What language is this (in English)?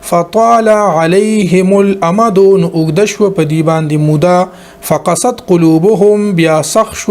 Pashto